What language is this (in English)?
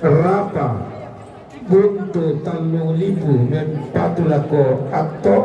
Toraja-Sa'dan